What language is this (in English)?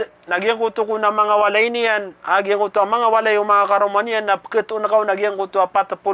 Maranao